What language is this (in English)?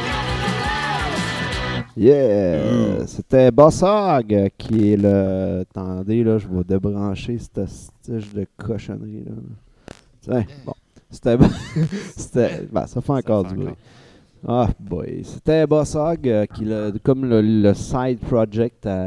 French